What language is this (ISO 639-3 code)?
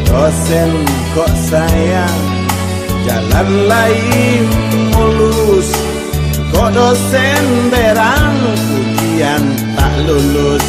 min